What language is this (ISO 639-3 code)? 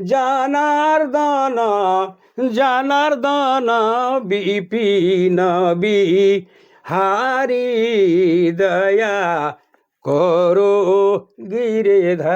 sck